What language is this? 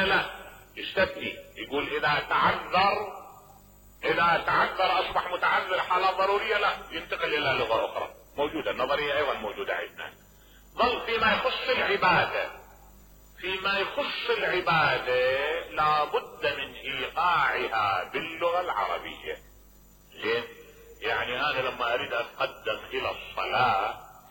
Mesopotamian Arabic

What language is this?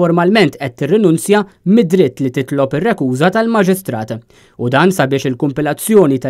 Maltese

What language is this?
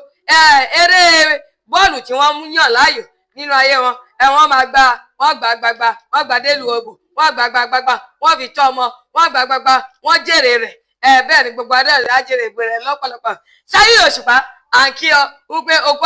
Yoruba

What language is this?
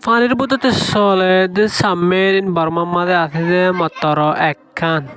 Rohingya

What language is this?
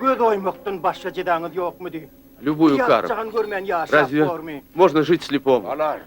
Turkmen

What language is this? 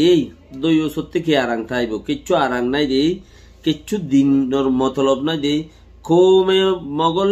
Rohingya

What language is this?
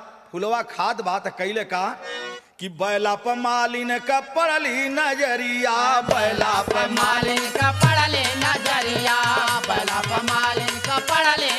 Bhojpuri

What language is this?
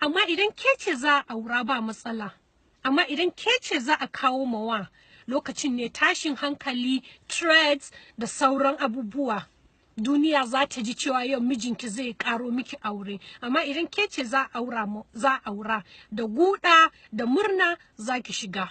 Hausa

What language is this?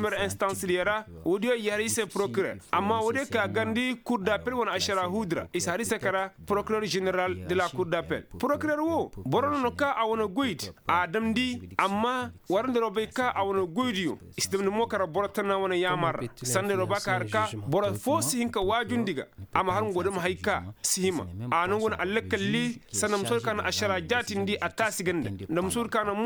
Koyraboro Senni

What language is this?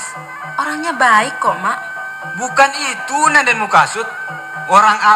Minangkabau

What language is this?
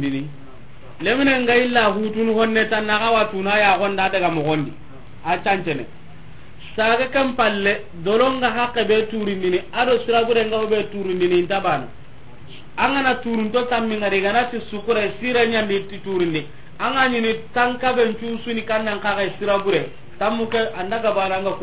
Soninke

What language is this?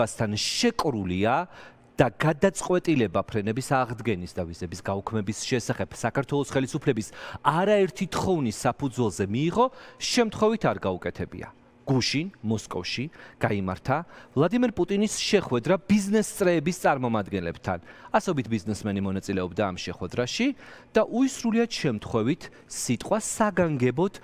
Georgian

